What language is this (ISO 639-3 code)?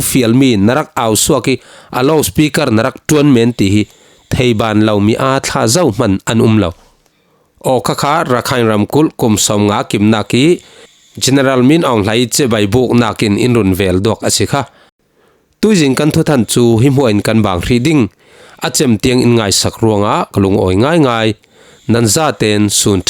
cfm